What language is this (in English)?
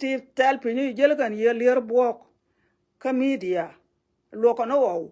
Nuer